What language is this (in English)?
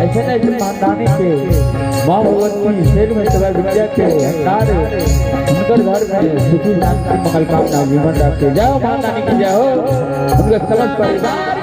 Maithili